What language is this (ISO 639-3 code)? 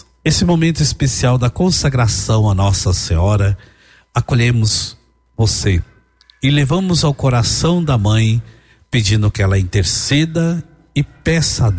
por